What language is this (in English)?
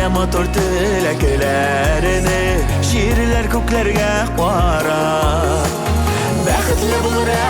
Tatar